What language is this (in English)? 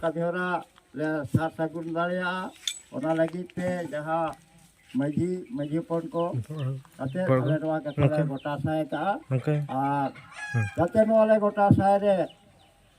Santali